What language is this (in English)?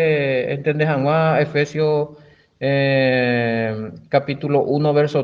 Guarani